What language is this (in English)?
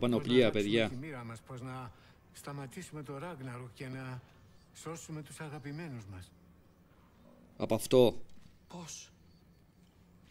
Greek